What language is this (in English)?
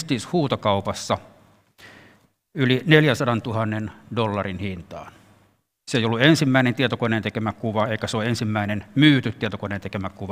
Finnish